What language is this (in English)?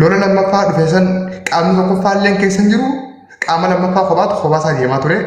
Oromo